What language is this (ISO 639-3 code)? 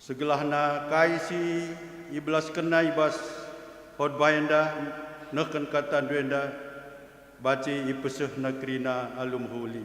btx